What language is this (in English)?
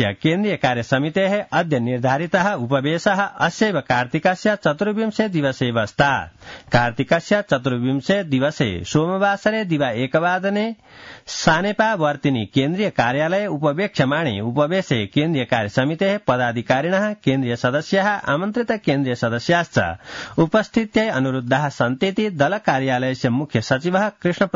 Sanskrit